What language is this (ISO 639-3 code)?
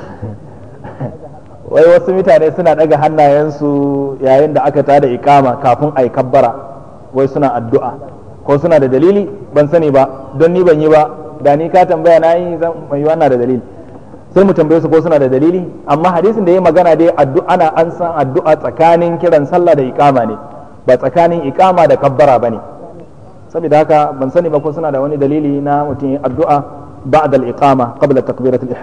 hau